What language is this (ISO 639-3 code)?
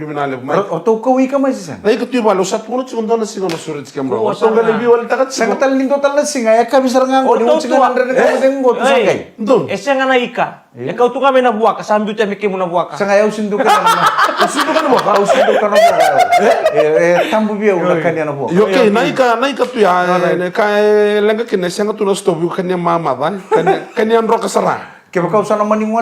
fij